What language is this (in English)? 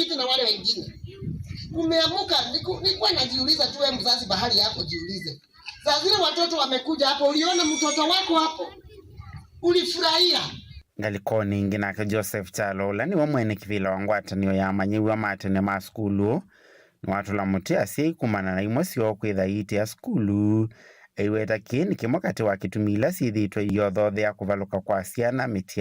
Kamba